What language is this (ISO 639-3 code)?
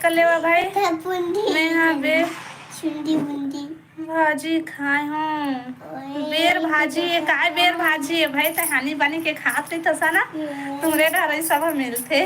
hne